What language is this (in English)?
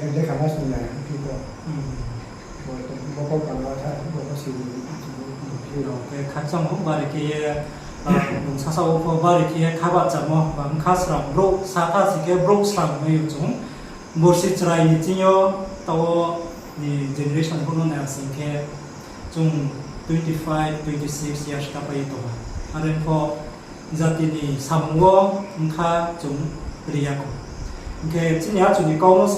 Riang (India)